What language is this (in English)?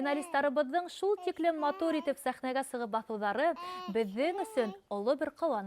Bashkir